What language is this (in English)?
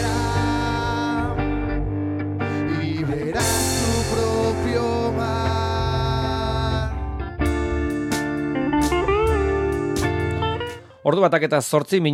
Basque